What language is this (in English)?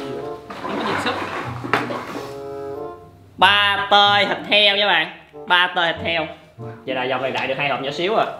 Vietnamese